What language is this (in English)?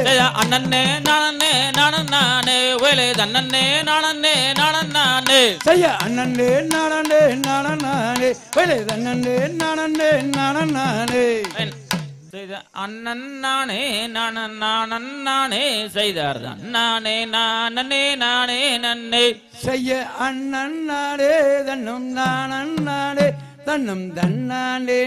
Tamil